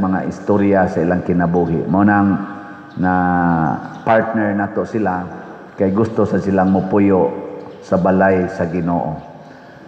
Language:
Cebuano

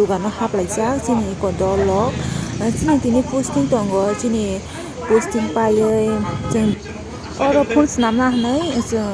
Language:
Kok Borok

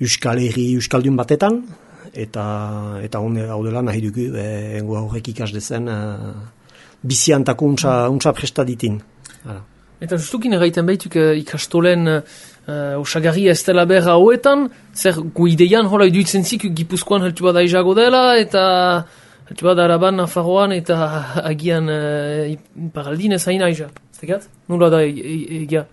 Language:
Basque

